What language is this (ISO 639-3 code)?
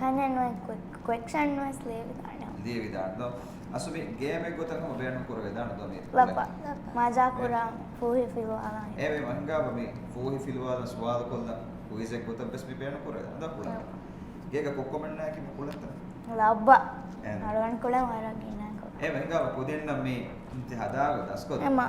div